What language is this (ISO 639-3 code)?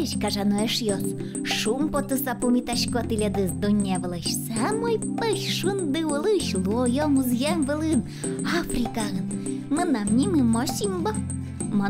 udm